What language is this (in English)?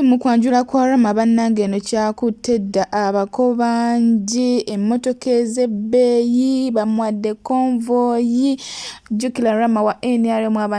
Ganda